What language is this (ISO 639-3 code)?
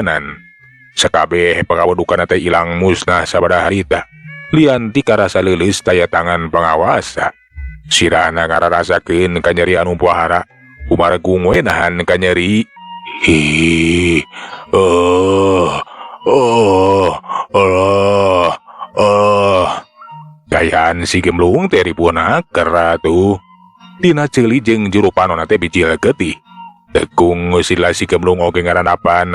sun